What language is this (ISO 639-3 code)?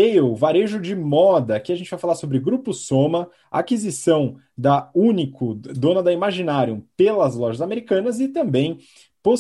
por